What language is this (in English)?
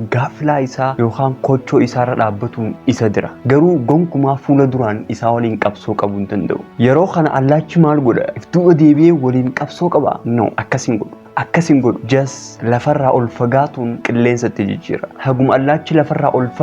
Oromo